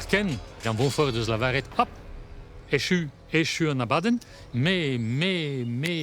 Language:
Breton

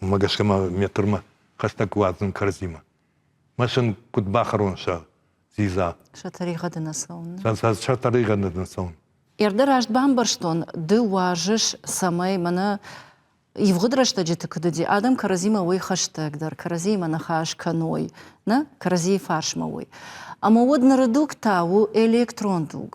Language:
Ossetic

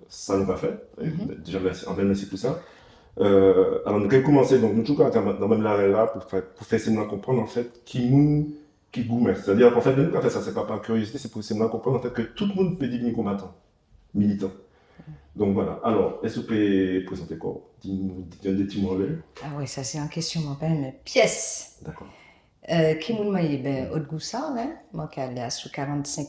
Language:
Guadeloupean Creole French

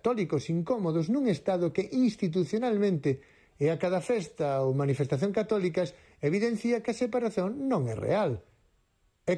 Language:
Galician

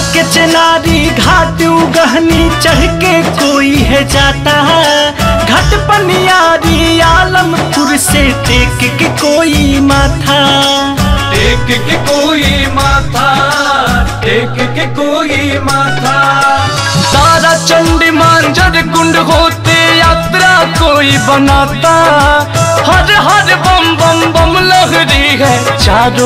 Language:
Bhojpuri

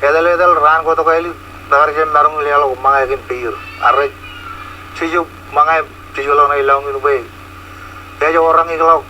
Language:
Marshallese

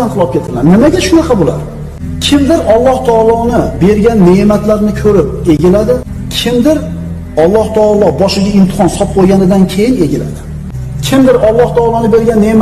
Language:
Uzbek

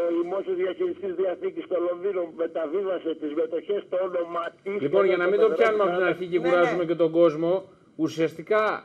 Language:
Greek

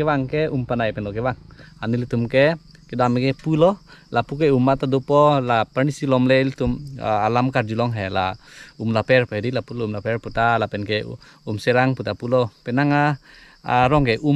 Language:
Karbi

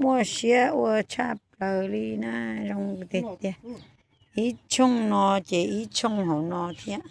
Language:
Hmong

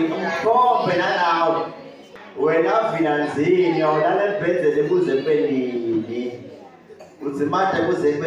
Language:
Swati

